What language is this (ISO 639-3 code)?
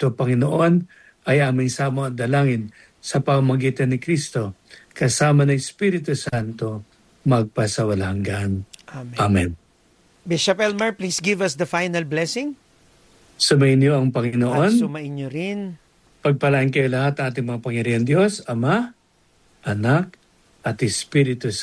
fil